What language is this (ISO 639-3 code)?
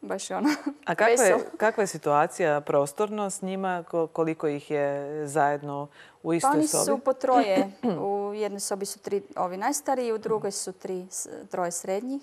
hrv